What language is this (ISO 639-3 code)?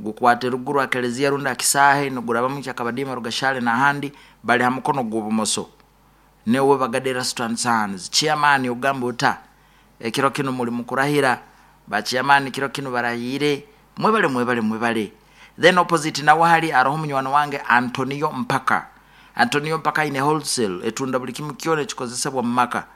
nyo